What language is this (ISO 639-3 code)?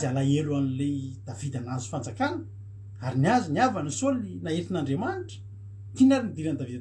mlg